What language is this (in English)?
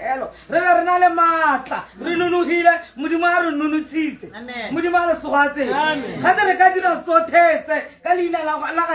Tswana